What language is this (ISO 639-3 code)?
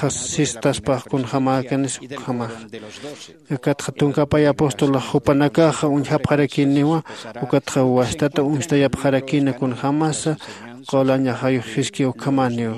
aym